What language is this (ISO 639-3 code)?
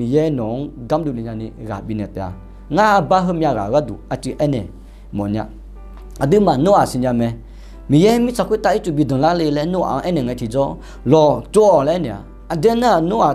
ahk